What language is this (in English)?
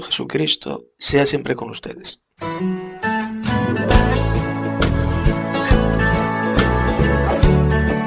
Spanish